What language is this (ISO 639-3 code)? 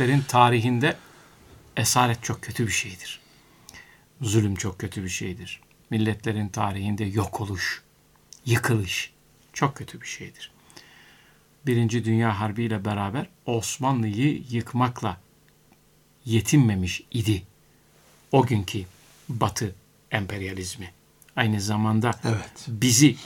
tur